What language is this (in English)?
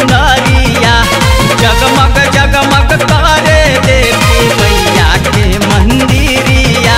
Bhojpuri